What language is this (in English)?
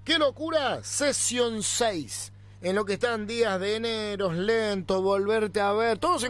Spanish